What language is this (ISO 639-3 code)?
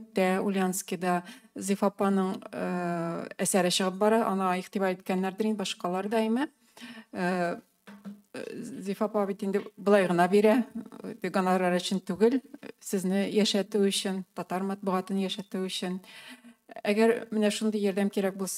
tat